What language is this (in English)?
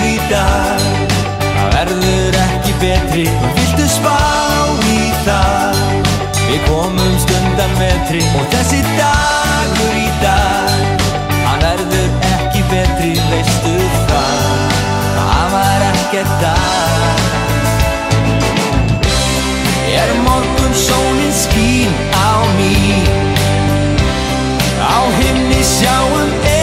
Icelandic